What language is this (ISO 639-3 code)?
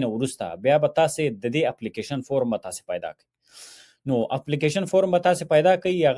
pus